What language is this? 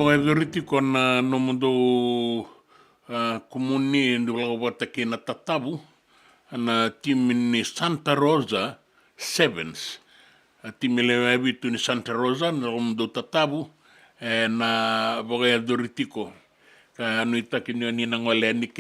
Fijian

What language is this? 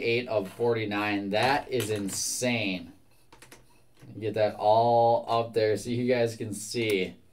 English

